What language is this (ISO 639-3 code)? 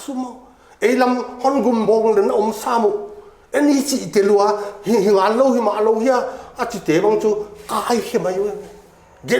pck